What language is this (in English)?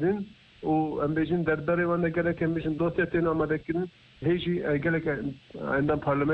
Kurdish